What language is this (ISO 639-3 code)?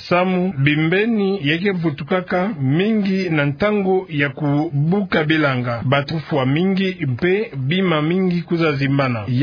ktu